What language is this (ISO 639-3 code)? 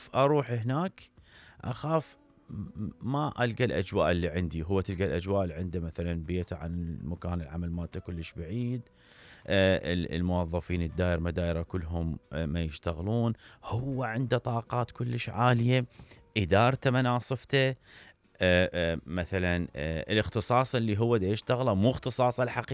acm